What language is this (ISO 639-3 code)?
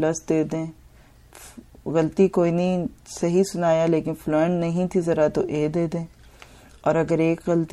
urd